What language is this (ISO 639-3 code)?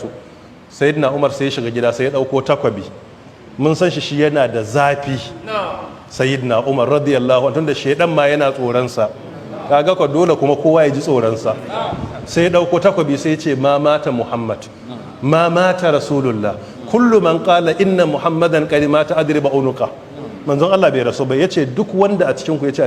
hau